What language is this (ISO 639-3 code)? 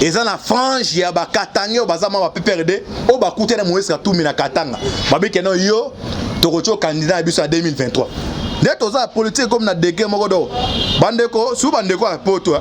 lin